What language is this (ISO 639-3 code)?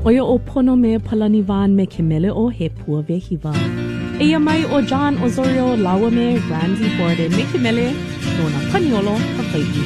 haw